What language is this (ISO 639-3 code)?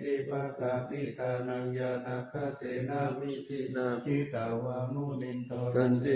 pli